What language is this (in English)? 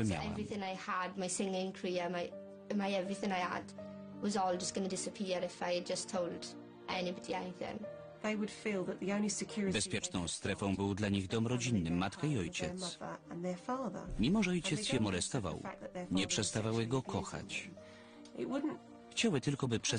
Polish